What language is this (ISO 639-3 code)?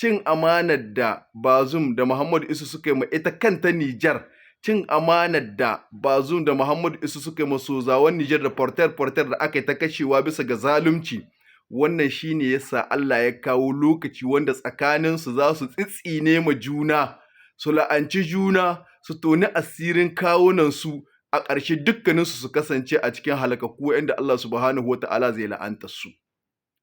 hau